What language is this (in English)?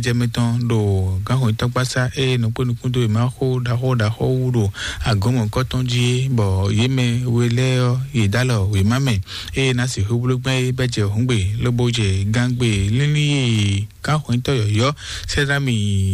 Fon